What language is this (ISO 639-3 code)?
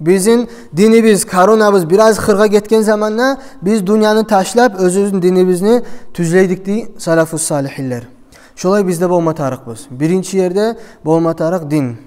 kum